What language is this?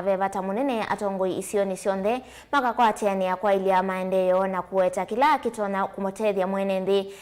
Kamba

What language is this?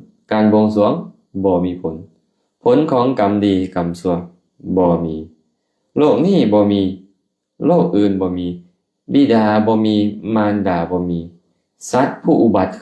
Lao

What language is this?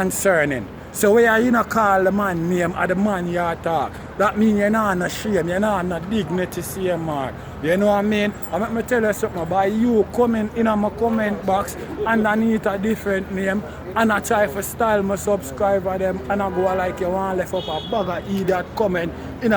Jamaican Creole English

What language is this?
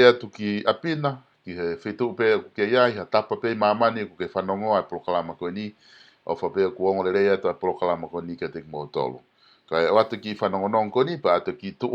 Tongan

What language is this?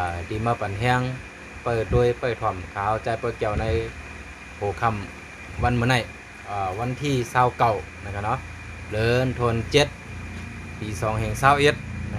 Shan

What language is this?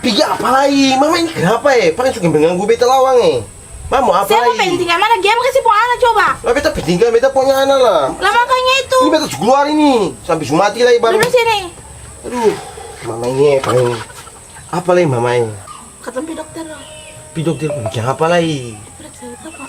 Ambonese Malay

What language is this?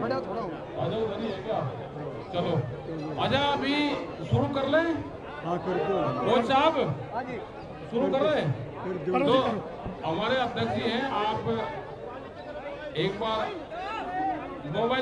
Hindi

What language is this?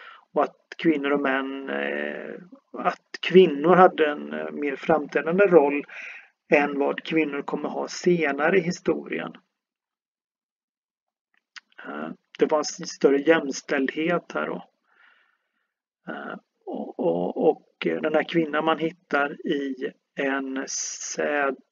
Swedish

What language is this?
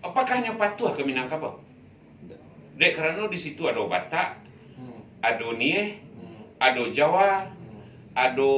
Minangkabau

